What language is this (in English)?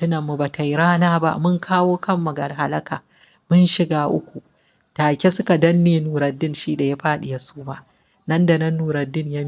Hausa